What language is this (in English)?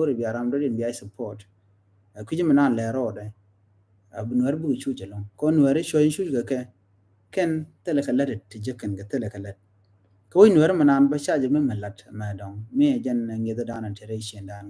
Nuer